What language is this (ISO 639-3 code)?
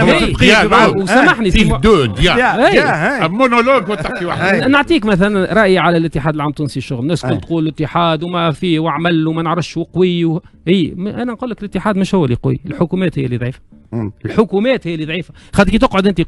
aeb